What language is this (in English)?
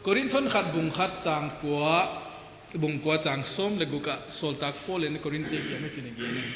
Paite Chin